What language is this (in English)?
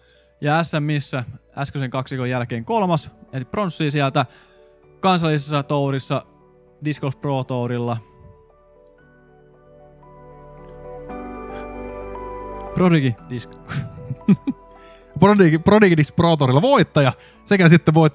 Finnish